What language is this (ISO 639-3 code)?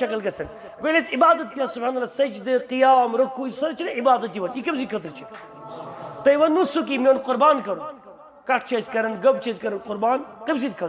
kas